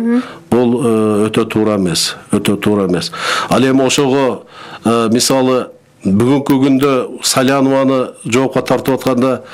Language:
Kyrgyz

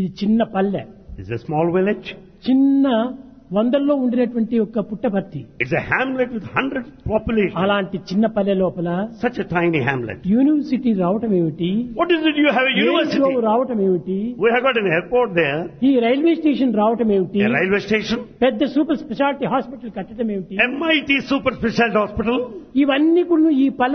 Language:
Telugu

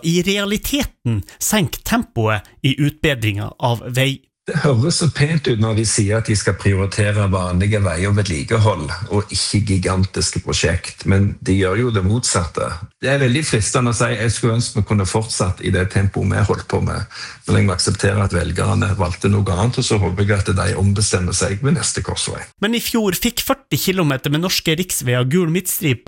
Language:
Norwegian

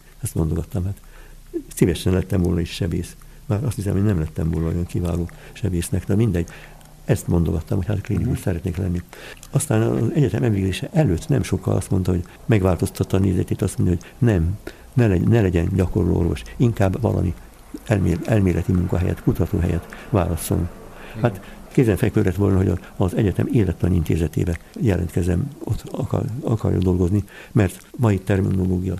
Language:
Hungarian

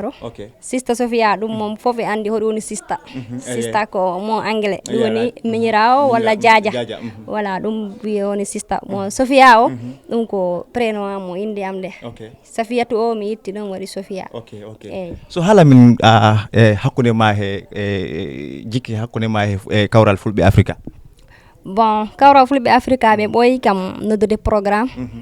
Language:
Fula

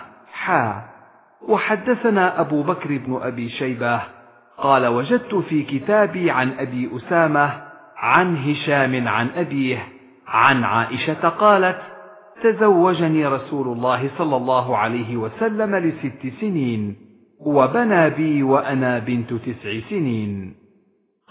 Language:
Arabic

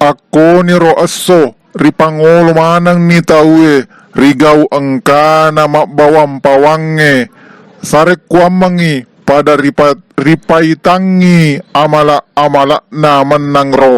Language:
Buginese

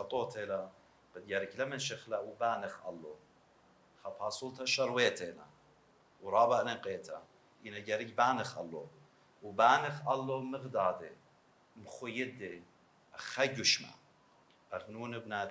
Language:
Assyrian Neo-Aramaic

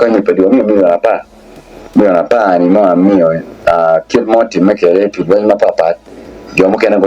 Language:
Acoli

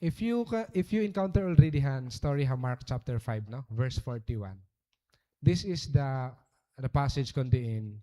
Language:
Waray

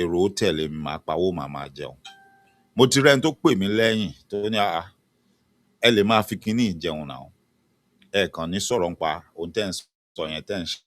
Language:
Yoruba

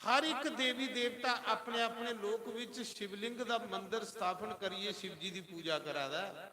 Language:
Dogri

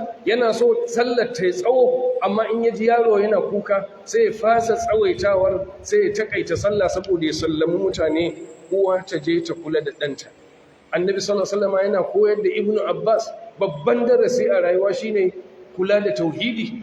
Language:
Hausa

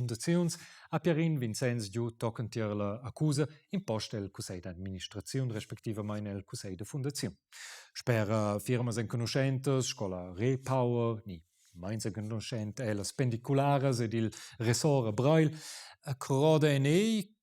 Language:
Romansh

